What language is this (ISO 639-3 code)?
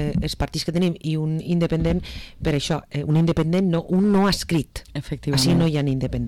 cat